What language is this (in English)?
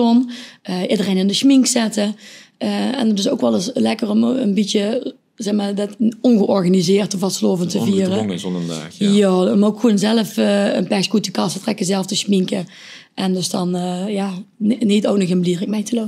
Limburgish